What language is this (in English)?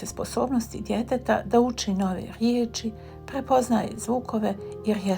Bosnian